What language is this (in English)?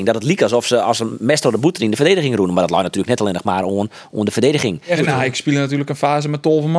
Western Frisian